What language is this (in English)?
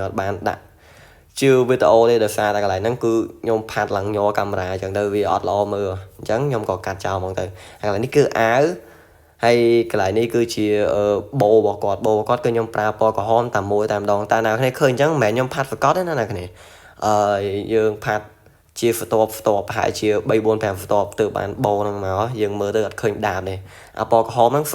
Khmer